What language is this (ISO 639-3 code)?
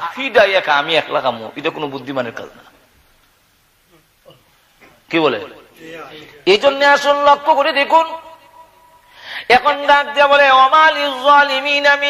ben